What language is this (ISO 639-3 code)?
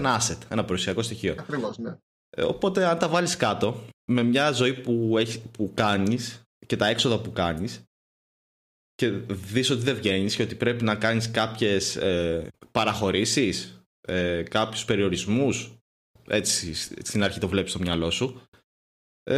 ell